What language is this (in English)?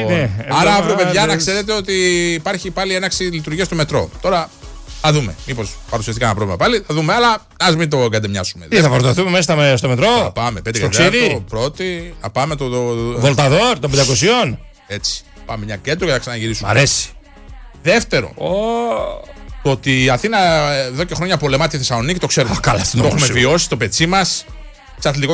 Greek